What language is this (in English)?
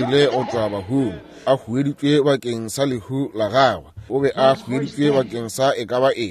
Northern Sotho